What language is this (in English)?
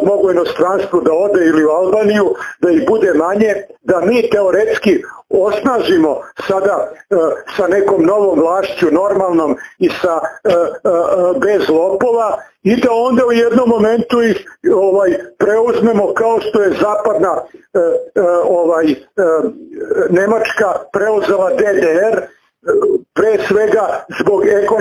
Serbian